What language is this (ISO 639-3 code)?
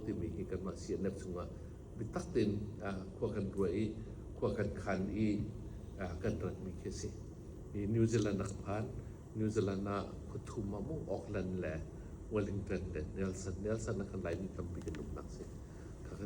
cnh